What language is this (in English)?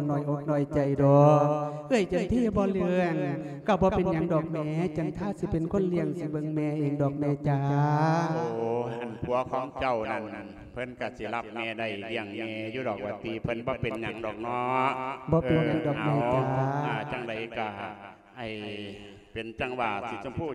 Lao